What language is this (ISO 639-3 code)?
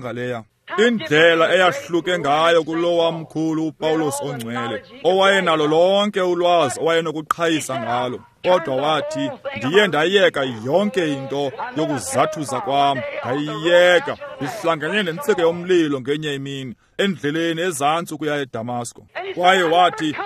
xho